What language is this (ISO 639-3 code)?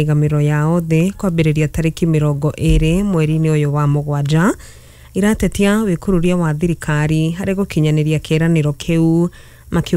kik